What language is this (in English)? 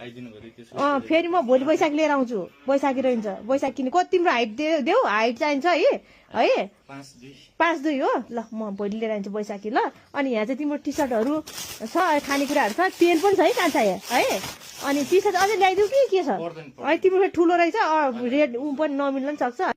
Nepali